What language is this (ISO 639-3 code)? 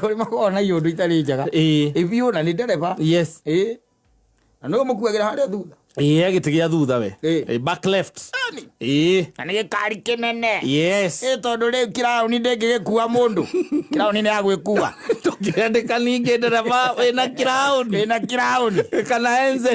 kik